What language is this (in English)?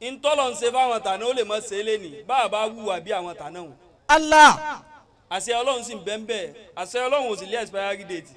Yoruba